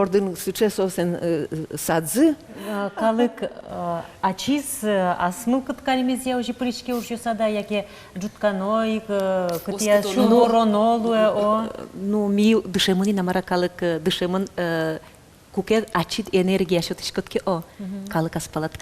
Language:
Udmurt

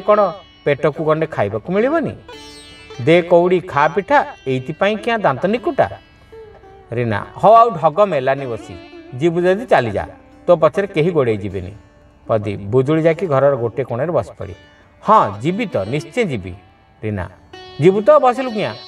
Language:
Odia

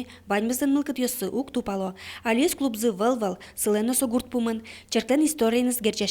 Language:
Udmurt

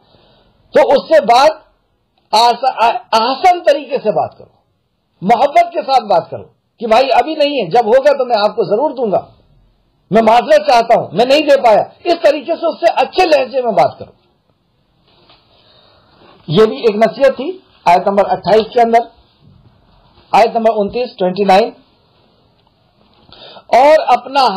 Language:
Urdu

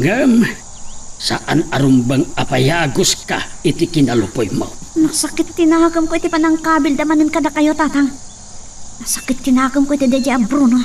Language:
Iloko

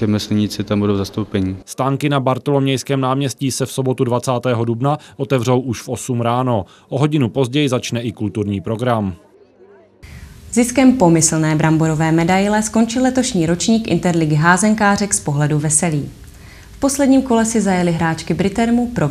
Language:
Czech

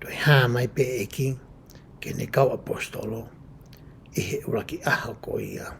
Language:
Tongan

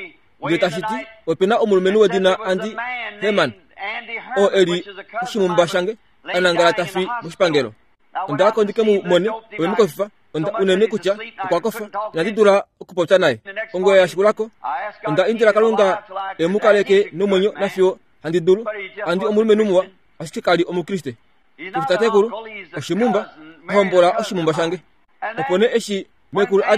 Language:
Kuanyama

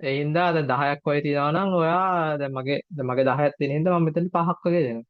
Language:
Sinhala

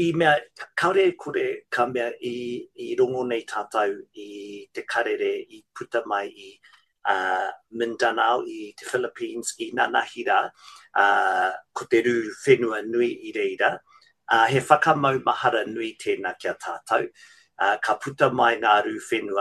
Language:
Māori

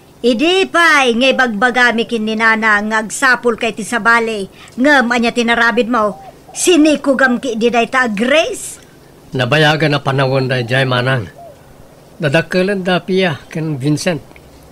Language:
Iloko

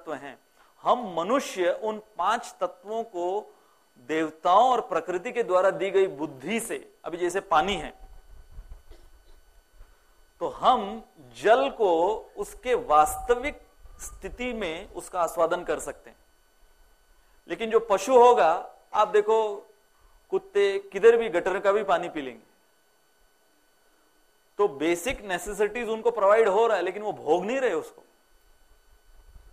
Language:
Hindi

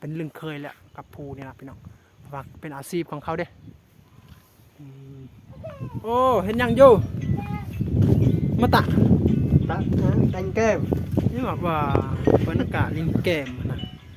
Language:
Lao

